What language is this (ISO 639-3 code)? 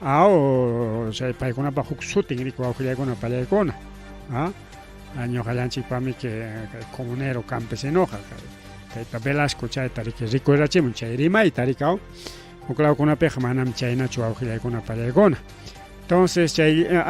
quy